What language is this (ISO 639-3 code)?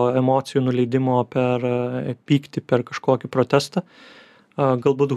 lit